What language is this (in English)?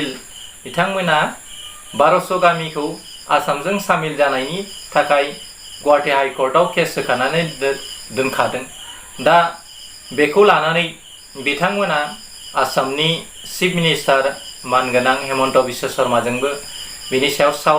Bodo